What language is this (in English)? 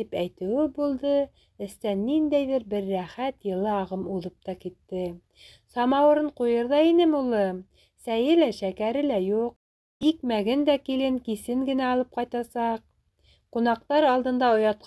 Bashkir